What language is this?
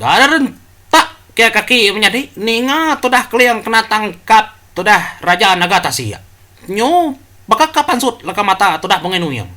Iban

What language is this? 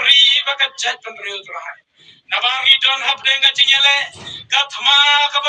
Khasi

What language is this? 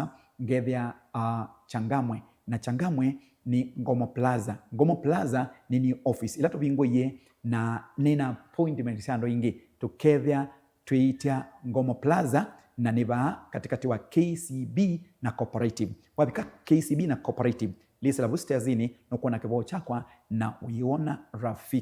Kamba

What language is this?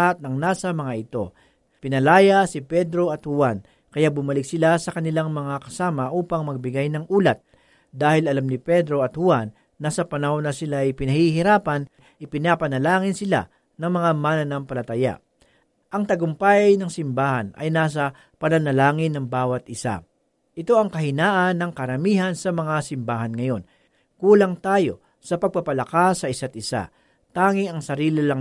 Filipino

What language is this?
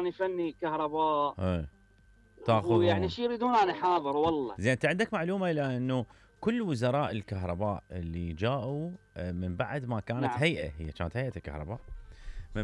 Mesopotamian Arabic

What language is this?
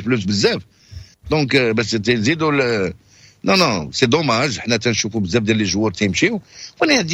Moroccan Arabic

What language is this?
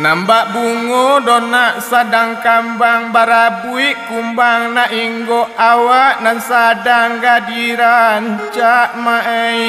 Minangkabau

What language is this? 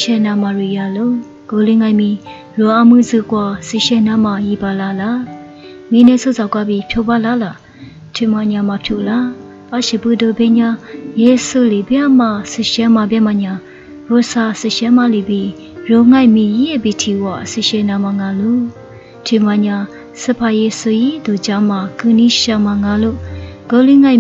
Lisu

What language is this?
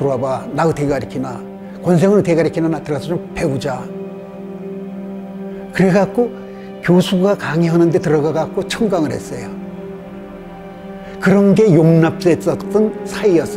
Korean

